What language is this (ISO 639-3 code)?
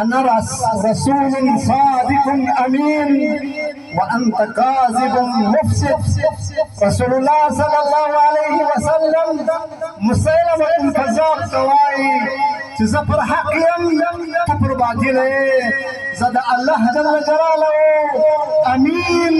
pus